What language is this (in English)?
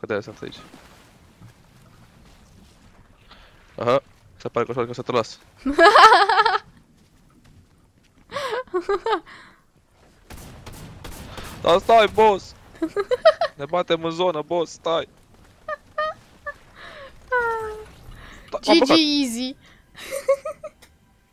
Romanian